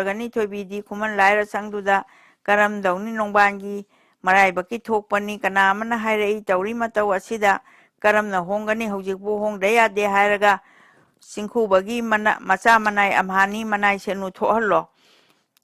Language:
Manipuri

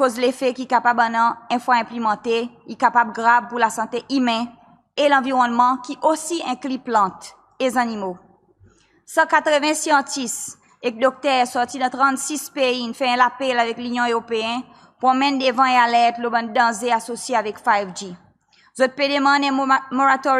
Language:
Seselwa Creole French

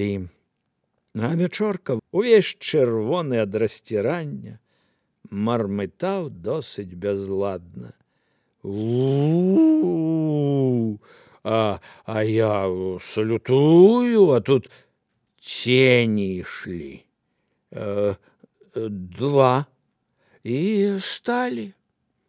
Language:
Belarusian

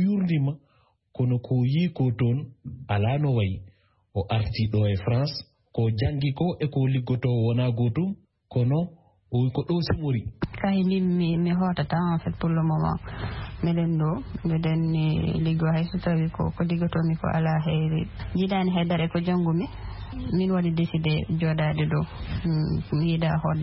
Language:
Fula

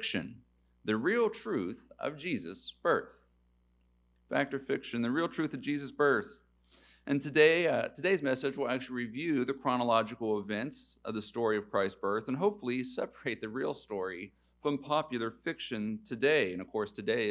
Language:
English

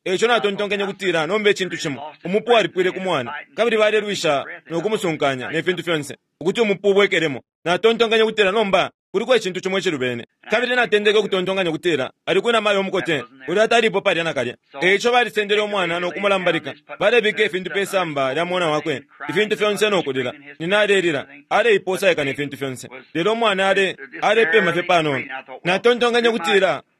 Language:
Bemba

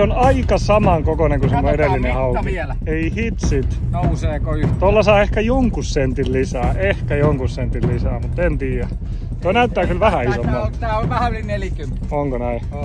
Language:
Finnish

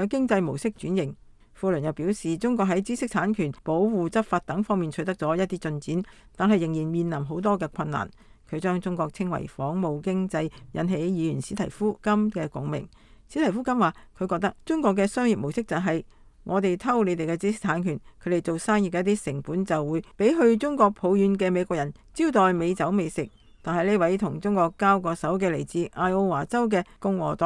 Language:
Cantonese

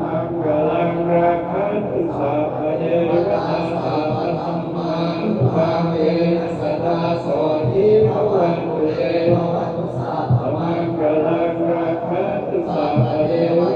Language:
Pali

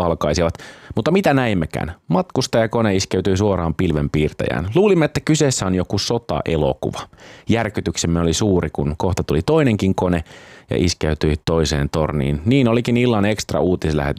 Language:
Finnish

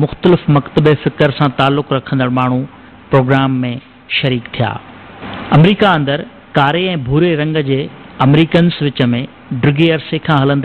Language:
Sindhi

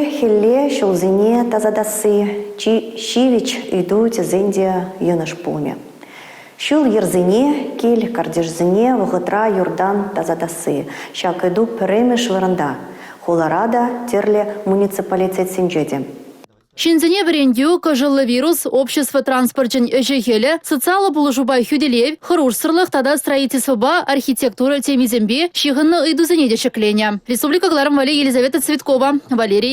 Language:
Chuvash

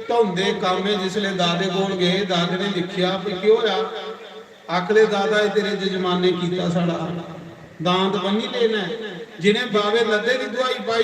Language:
Dogri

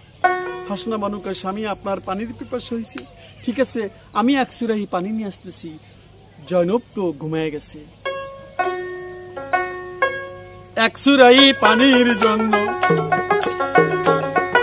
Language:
Bangla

